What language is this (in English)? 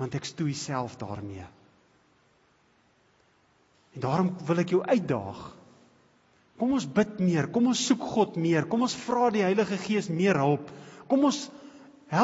Afrikaans